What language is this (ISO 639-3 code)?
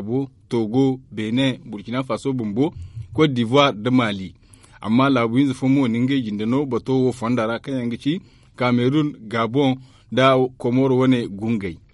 dje